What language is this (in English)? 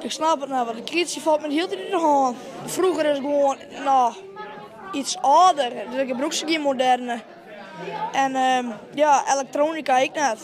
Western Frisian